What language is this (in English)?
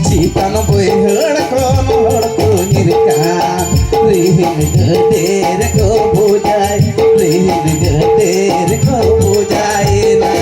Santali